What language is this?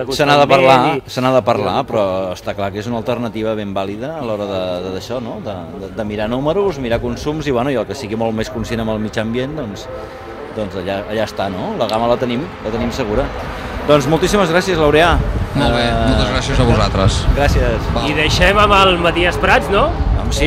Catalan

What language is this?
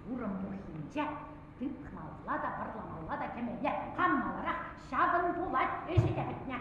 Chuvash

